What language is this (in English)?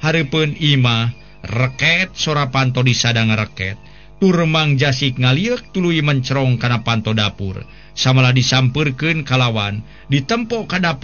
Sundanese